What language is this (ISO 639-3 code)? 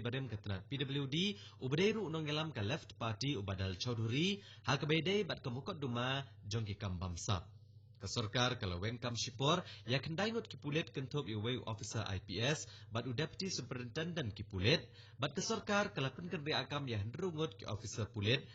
kha